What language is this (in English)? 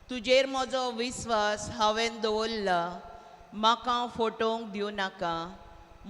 Konkani